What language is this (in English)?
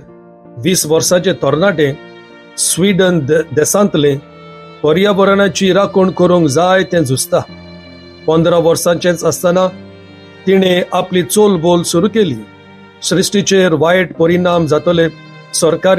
Konkani